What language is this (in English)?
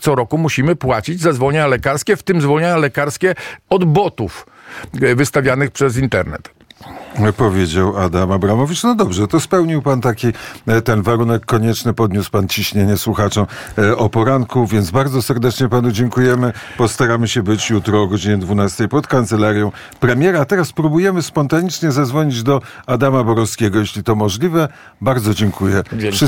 Polish